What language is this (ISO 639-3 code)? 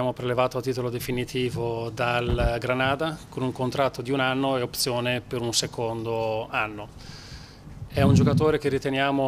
ita